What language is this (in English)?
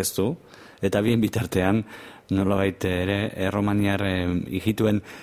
Basque